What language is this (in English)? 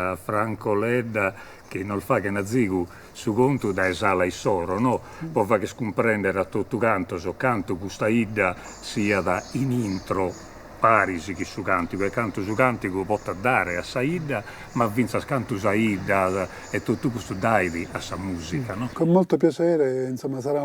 Sardinian